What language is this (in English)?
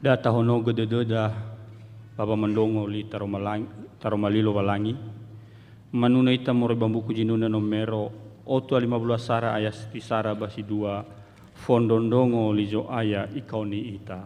Nias